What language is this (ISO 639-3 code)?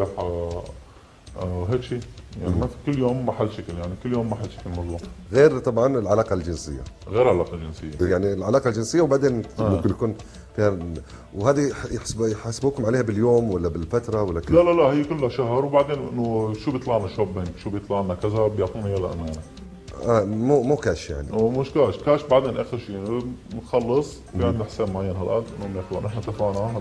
arz